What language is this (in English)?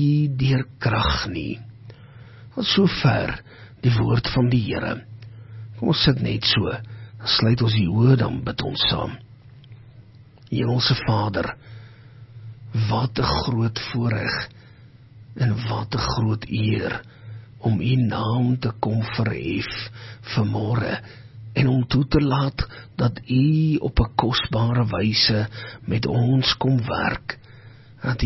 Afrikaans